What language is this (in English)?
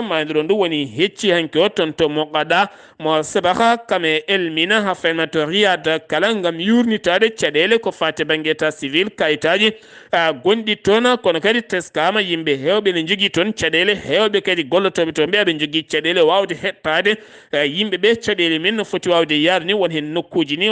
Fula